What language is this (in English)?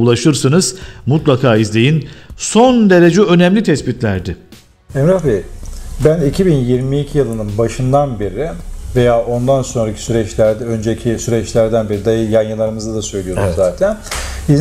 Turkish